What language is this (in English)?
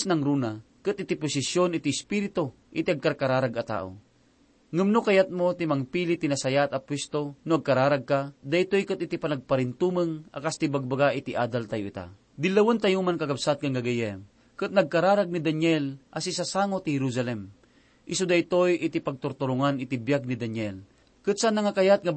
Iloko